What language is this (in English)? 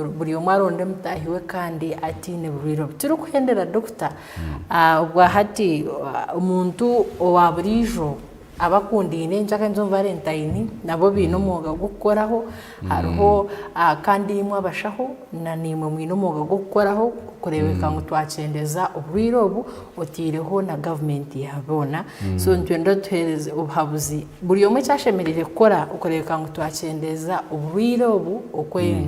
Nyankole